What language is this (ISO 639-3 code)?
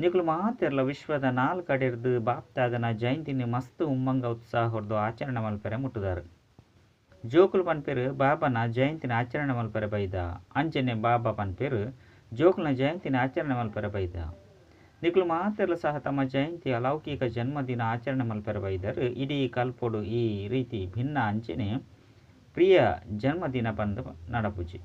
tcy